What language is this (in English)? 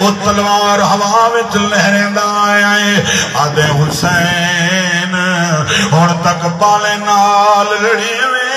Saraiki